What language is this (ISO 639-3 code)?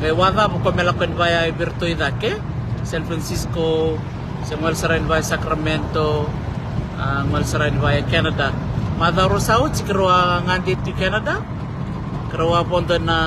fij